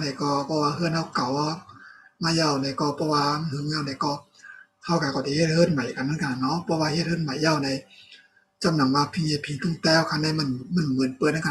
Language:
Shan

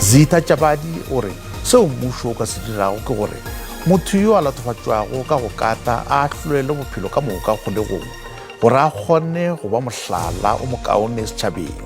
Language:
Northern Sotho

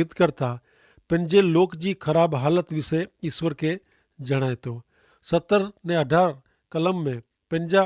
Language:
Kachhi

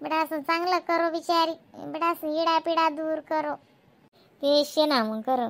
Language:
Khandesi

